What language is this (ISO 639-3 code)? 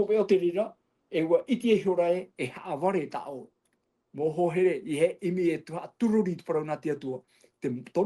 tah